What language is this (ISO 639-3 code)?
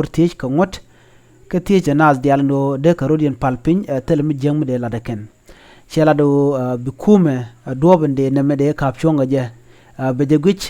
nus